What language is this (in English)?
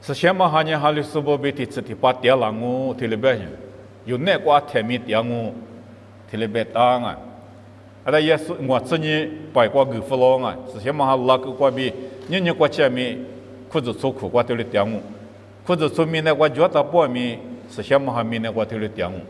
Lisu